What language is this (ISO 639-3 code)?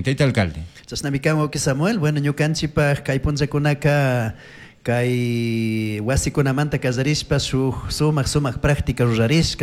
qug